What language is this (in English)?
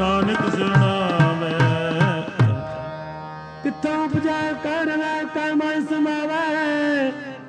Punjabi